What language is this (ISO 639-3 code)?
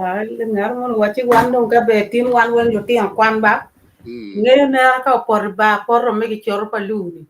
ach